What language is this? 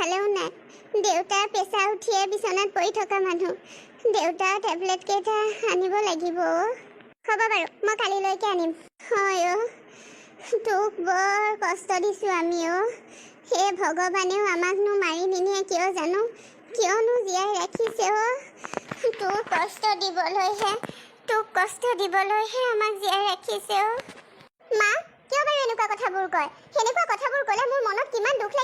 Assamese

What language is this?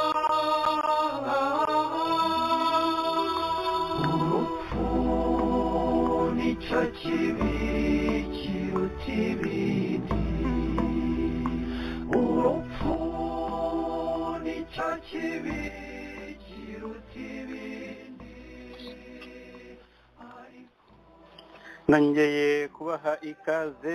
Kinyarwanda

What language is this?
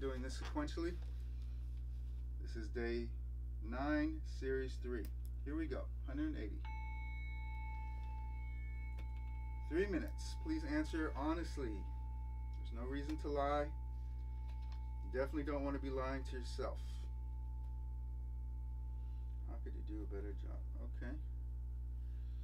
English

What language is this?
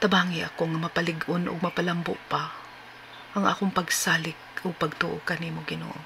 Cebuano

